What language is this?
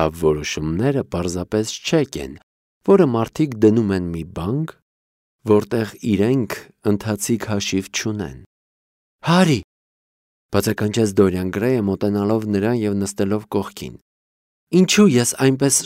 Armenian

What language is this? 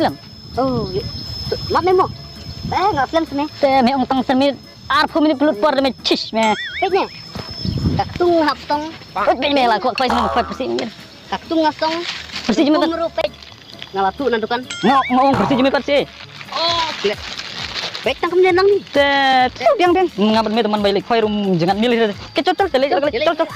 Khasi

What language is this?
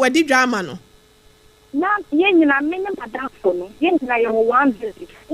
Akan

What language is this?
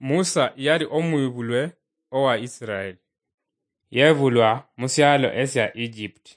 Luyia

